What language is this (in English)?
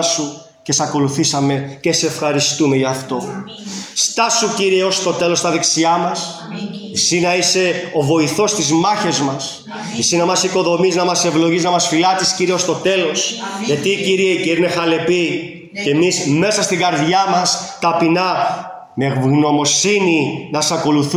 Greek